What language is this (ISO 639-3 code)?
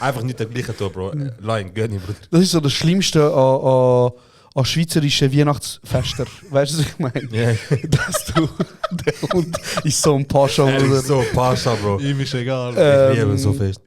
gsw